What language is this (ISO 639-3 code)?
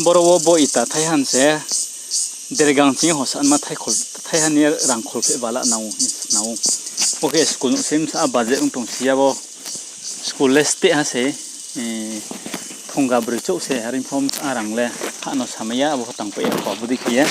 ria